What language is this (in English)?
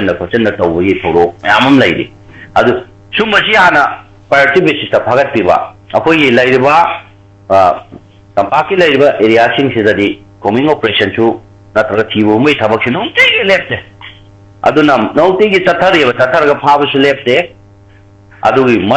Manipuri